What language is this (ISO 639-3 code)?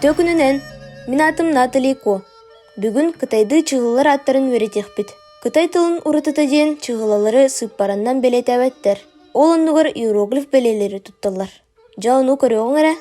sah